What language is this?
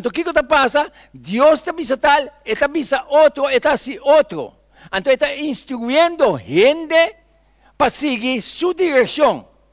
Papiamento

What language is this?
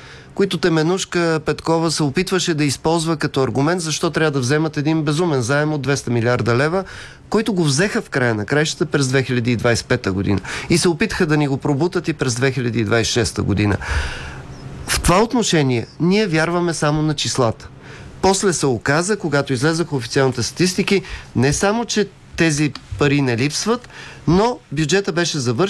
Bulgarian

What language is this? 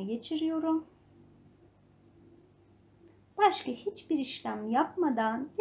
Turkish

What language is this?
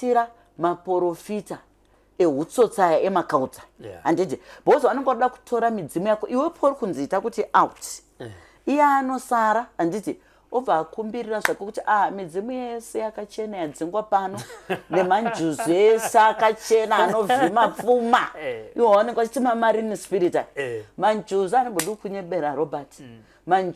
Shona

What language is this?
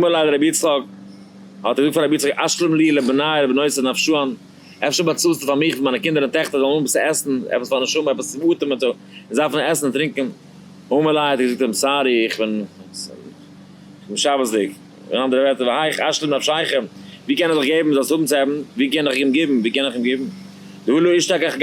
Yiddish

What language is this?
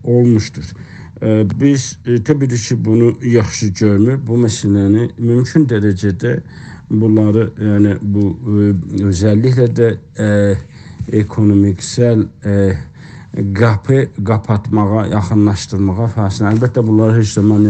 South Azerbaijani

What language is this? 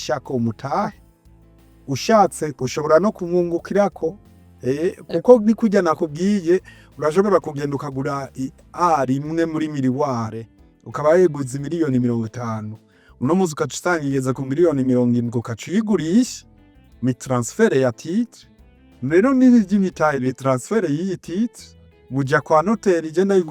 Rundi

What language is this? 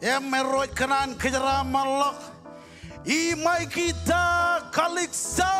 Marshallese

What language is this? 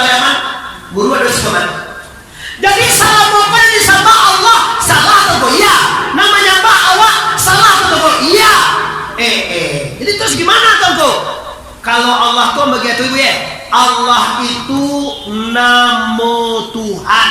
Minangkabau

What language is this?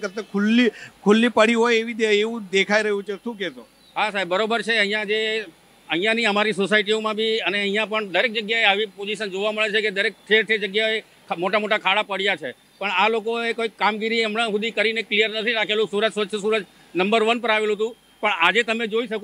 Gujarati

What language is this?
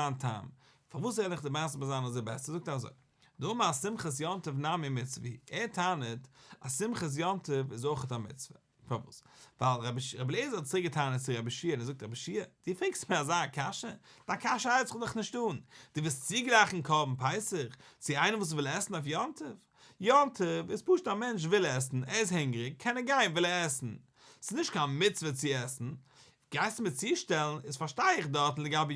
Yiddish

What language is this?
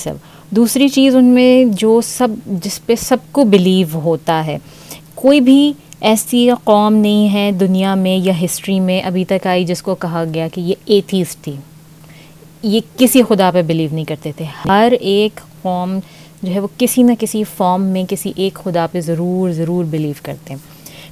Urdu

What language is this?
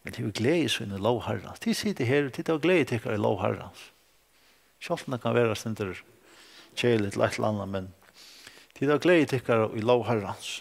Faroese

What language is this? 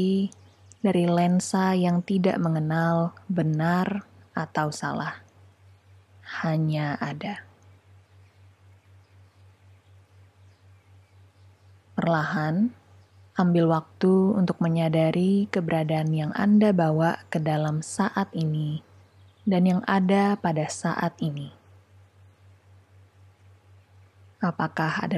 Indonesian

